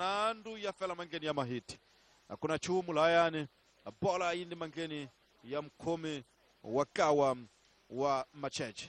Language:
Tsonga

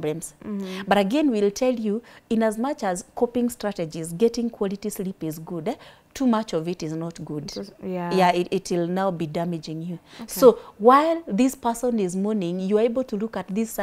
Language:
English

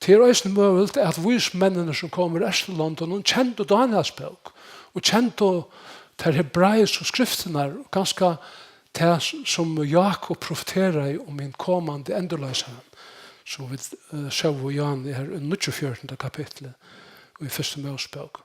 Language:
Faroese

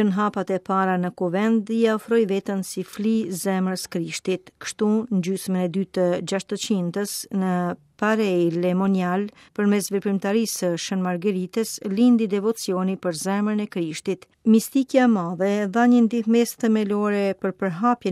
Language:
Albanian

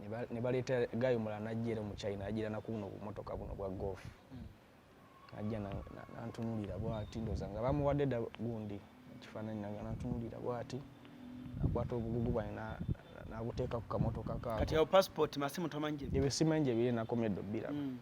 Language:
Ganda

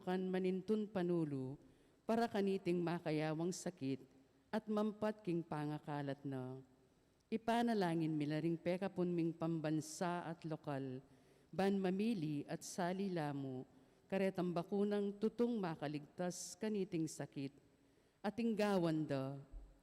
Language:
Pampanga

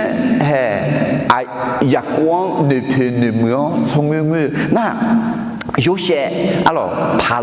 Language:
Akha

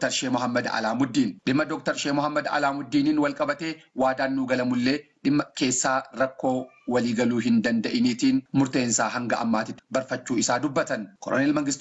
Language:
Oromo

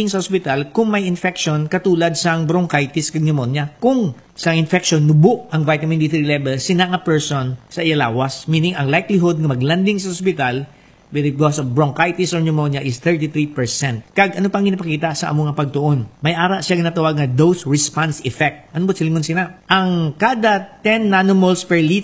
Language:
Hiligaynon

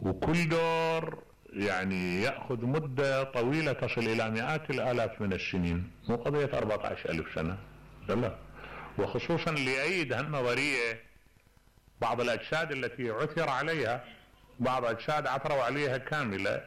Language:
Mesopotamian Arabic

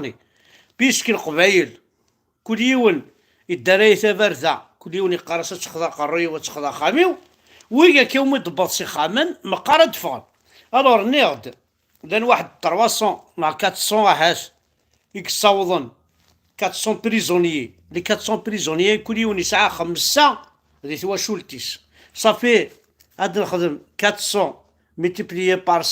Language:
Kabyle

